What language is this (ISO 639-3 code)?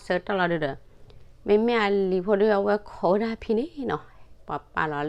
ksw